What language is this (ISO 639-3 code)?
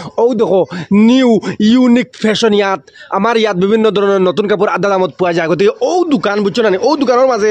syl